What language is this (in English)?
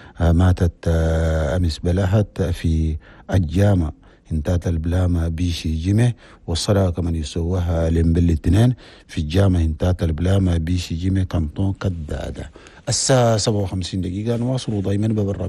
Chadian Arabic